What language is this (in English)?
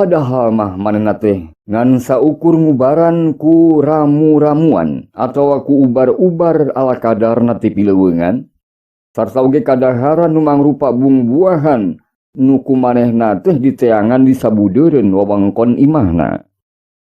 Sundanese